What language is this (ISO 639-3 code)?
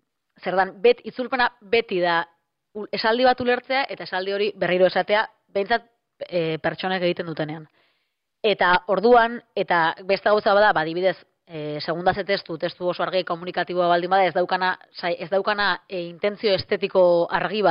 eus